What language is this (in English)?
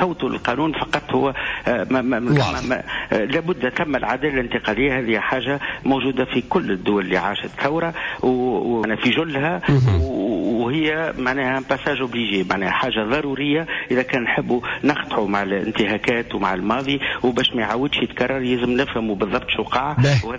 Tunisian Arabic